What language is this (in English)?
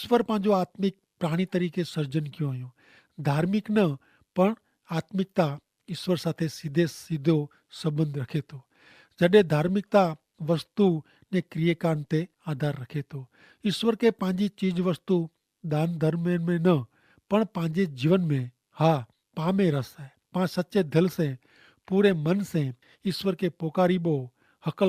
Kachhi